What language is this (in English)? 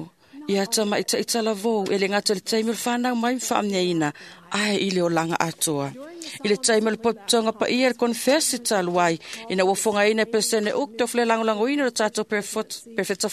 Samoan